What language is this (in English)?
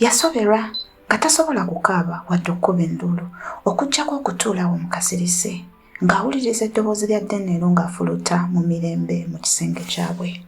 Ganda